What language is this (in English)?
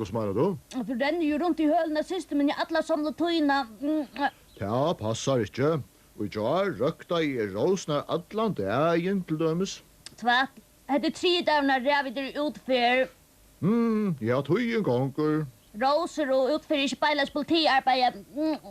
Faroese